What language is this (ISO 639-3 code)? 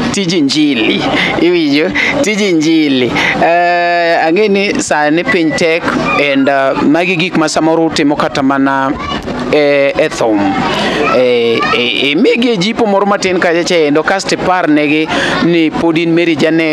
luo